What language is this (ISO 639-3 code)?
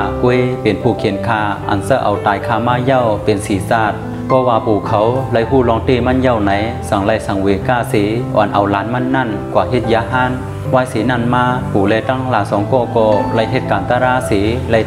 shn